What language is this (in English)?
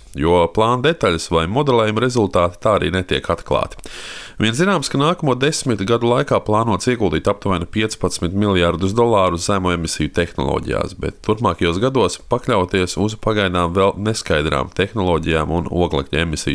Latvian